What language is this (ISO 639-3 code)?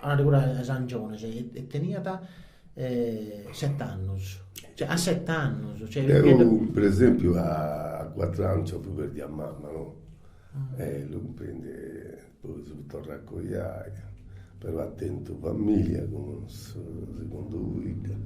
srd